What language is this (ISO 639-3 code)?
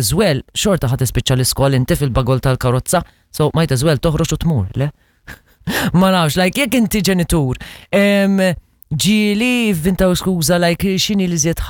mlt